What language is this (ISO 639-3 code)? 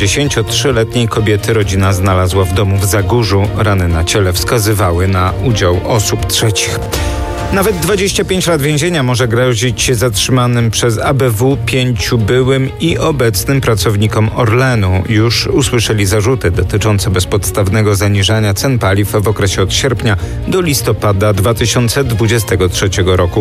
pol